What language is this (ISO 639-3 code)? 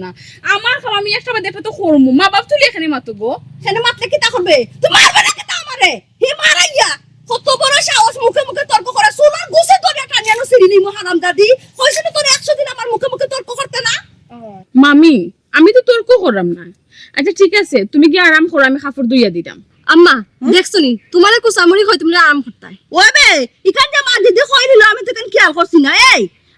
syl